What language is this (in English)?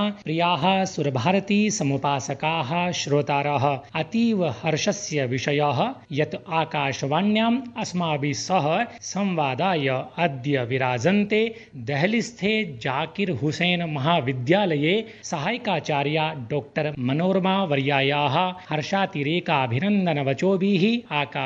Sanskrit